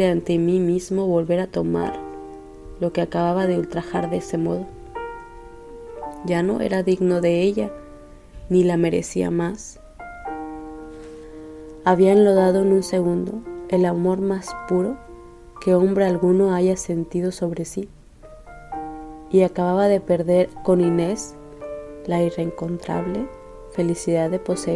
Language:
Spanish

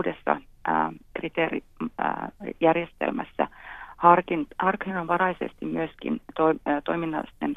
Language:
Finnish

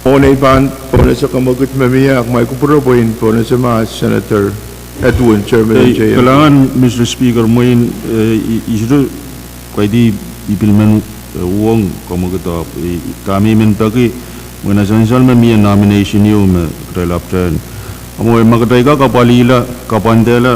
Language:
Pohnpeian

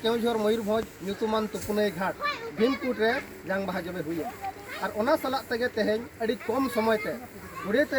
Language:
Santali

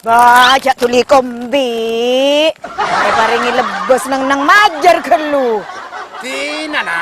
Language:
Madurese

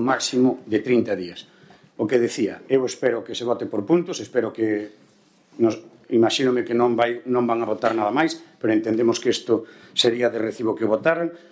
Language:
Galician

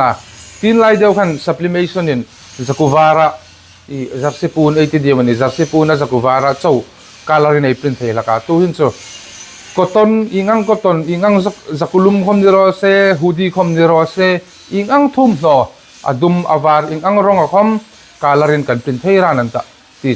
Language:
Hmar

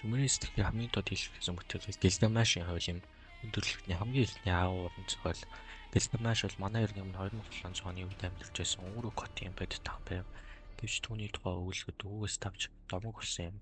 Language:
Mongolian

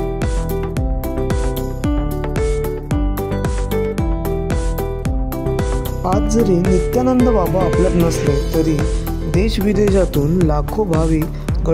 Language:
Marathi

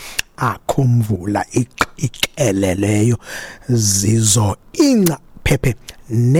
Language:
Xhosa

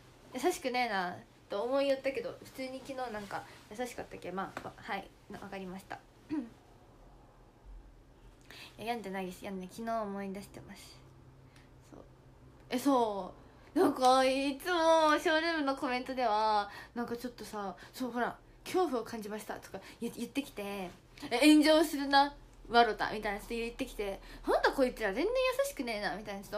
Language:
Japanese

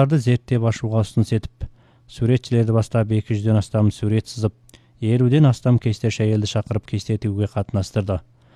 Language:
Kazakh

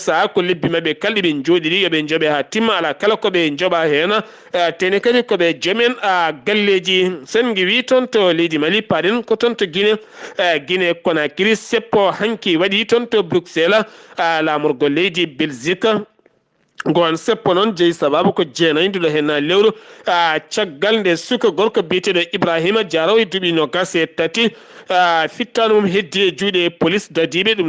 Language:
Fula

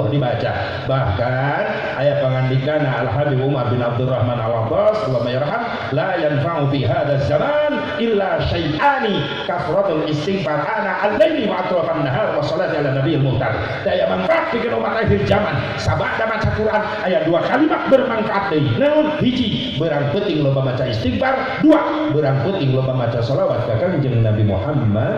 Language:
Sundanese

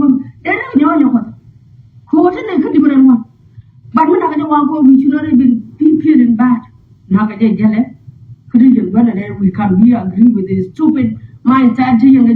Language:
Nuer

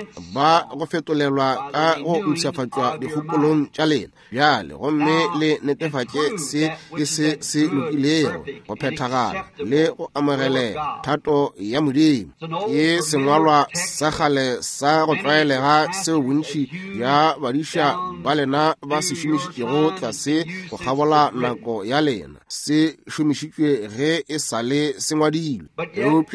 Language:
Northern Sotho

